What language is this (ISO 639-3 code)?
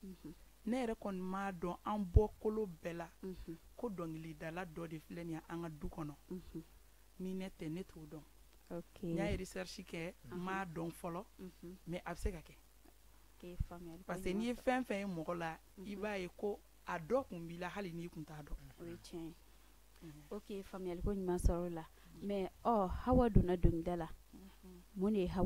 bam